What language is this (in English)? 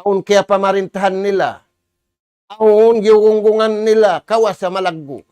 Tausug